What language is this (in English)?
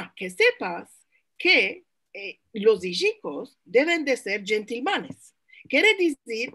Ladino